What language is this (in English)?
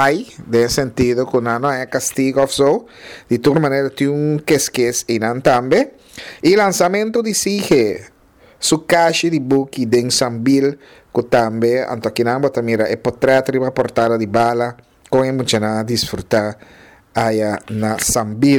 Papiamento